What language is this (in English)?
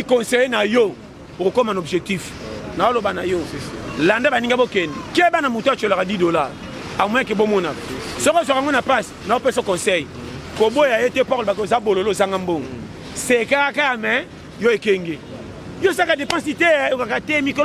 Lingala